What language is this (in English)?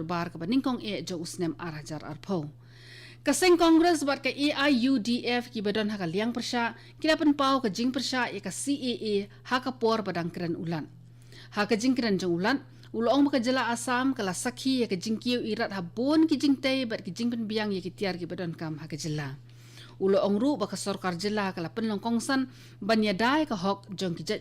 Khasi